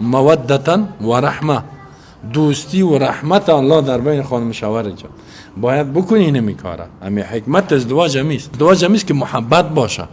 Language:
Persian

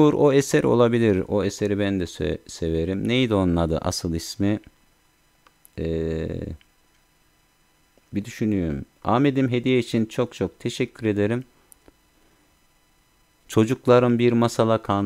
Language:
Turkish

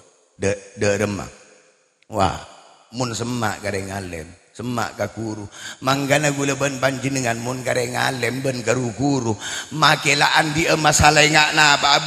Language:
Madurese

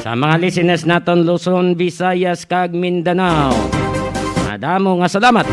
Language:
Hiligaynon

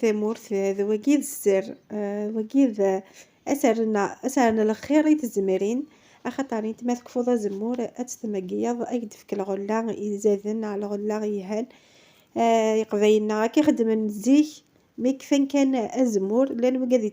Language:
Kabyle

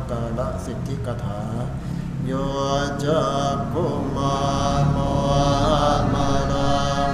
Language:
Pali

